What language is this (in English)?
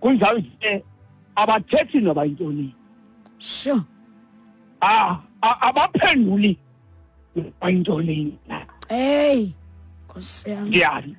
Xhosa